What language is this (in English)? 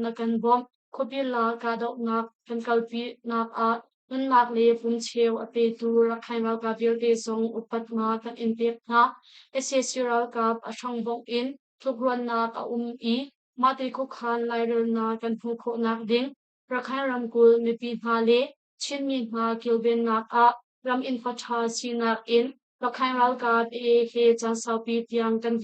Hakha Chin